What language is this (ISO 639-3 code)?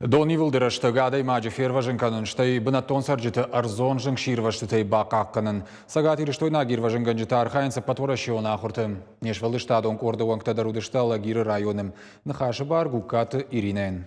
oss